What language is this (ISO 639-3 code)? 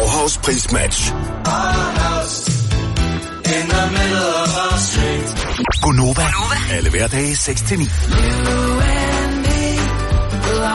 dan